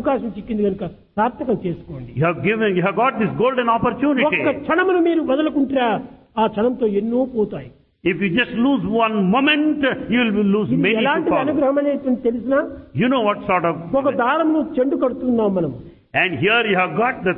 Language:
Telugu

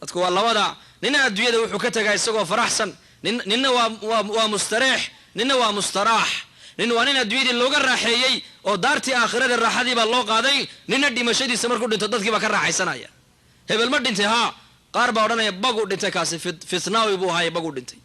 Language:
Somali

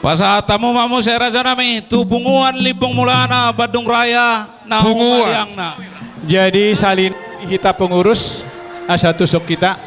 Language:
Batak Toba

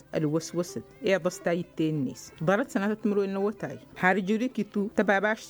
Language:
Tamasheq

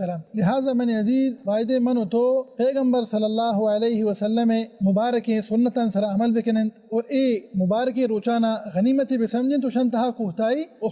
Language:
Baluchi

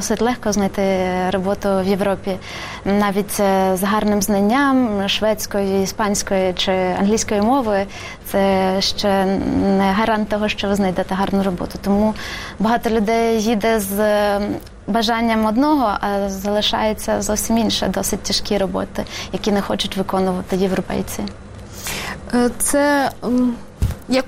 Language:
Ukrainian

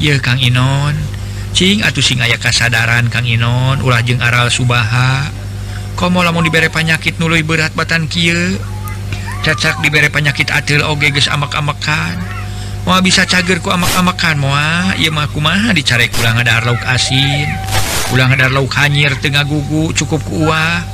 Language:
Sundanese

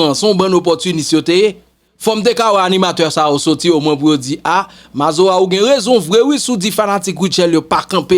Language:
Haitian Creole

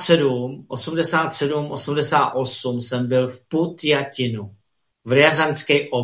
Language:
Czech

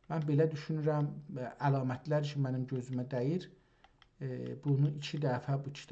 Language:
South Azerbaijani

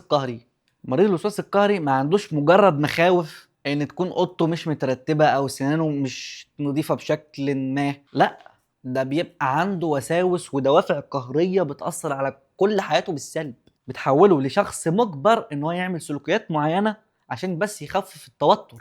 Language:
Egyptian Arabic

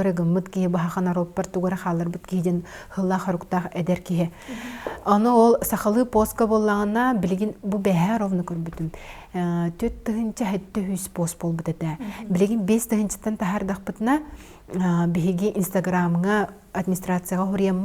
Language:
Yakut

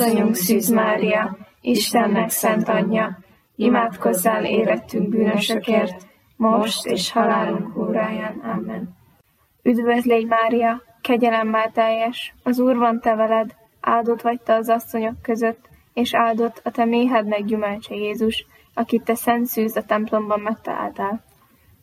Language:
Hungarian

